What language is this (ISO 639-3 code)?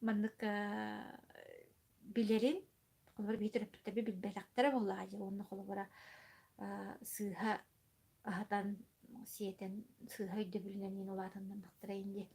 sah